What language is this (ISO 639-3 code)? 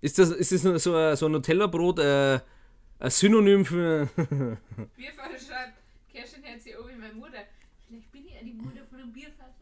bar